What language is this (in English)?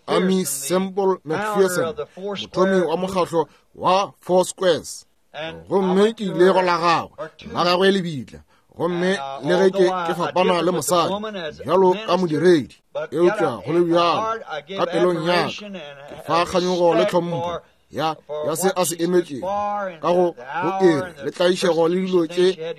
Northern Sotho